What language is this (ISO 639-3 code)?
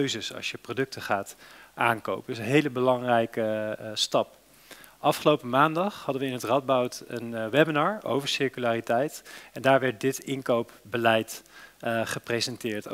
nld